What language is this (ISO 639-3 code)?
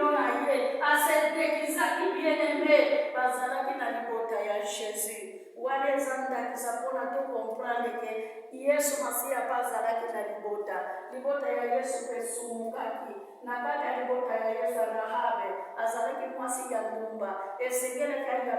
lin